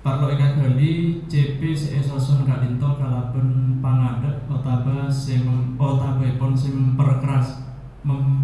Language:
Madurese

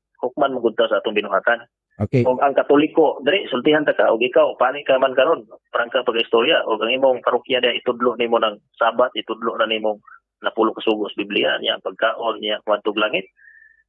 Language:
Cebuano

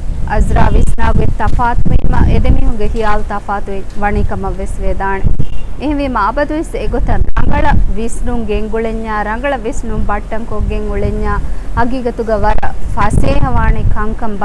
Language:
Divehi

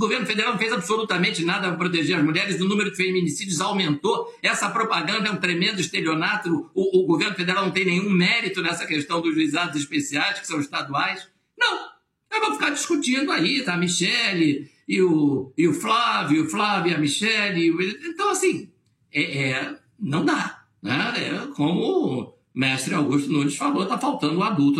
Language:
Portuguese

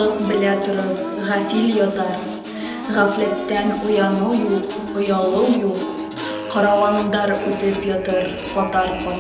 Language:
Bashkir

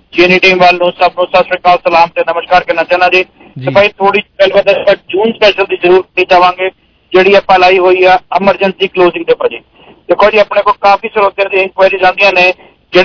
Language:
Punjabi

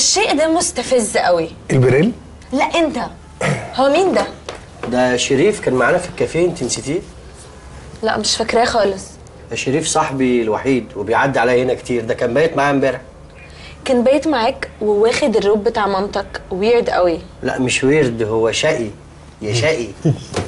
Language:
Egyptian Arabic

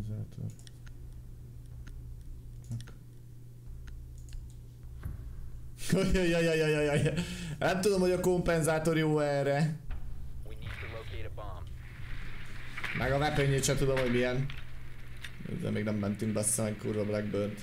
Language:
Hungarian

